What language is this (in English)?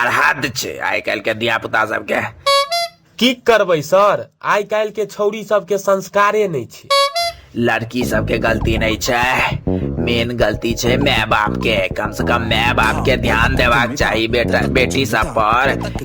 Maithili